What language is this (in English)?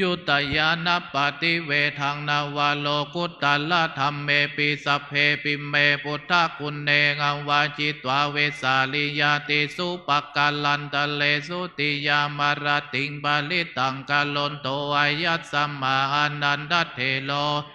Pali